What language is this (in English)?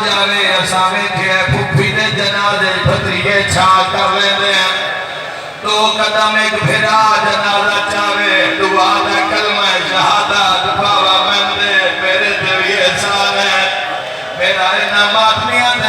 Saraiki